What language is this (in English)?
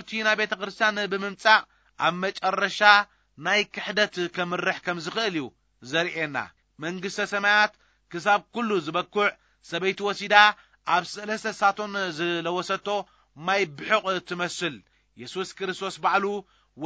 Tigrinya